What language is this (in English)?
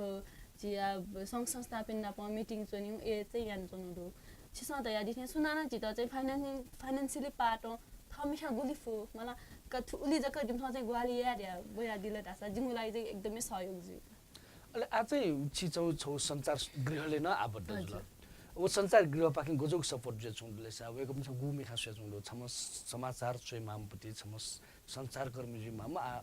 Newari